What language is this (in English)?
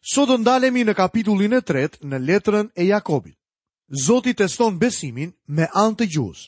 Albanian